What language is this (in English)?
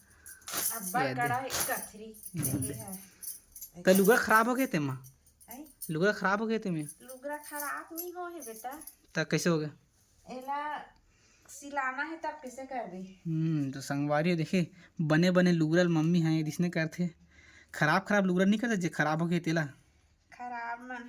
Chhattisgarhi